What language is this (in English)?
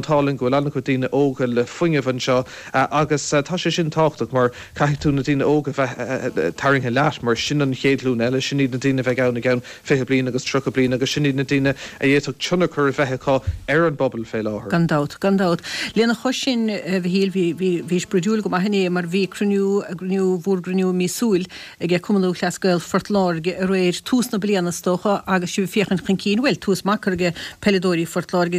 Irish